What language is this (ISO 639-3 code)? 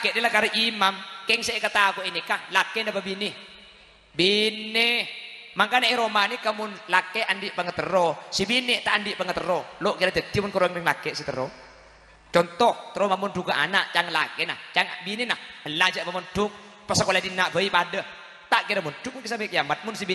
mad